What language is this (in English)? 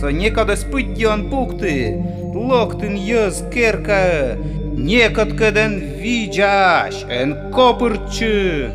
Komi